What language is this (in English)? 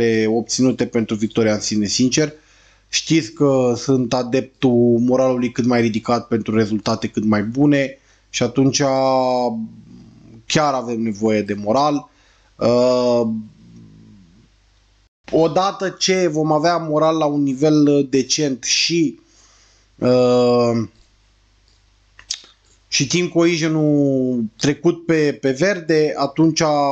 Romanian